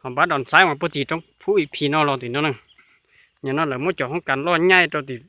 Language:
Hmong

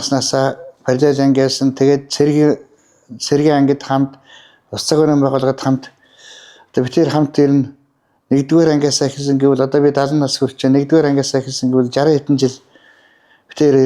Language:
Mongolian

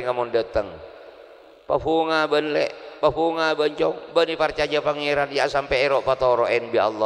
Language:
Madurese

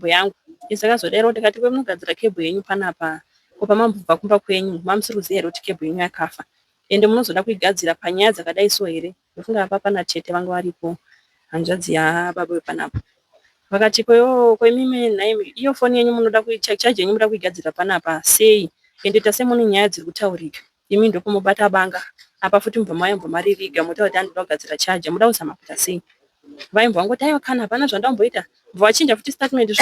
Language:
Shona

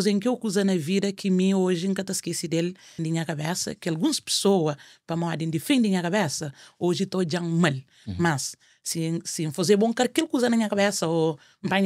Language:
Kabuverdianu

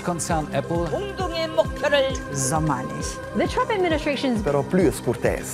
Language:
Romansh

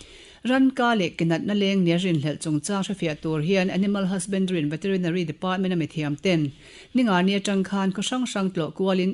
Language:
Mizo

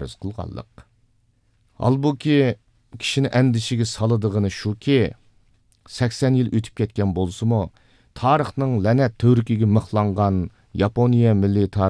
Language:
Uyghur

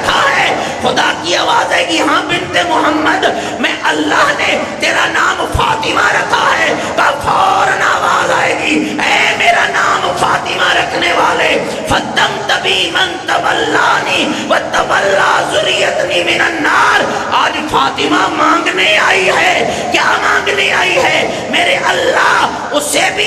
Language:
Urdu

